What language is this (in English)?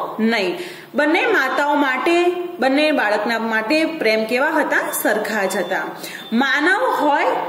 Gujarati